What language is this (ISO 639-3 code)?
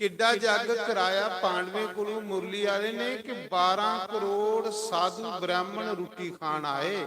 doi